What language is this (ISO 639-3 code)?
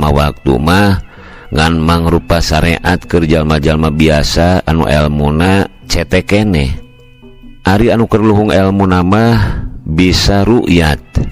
sun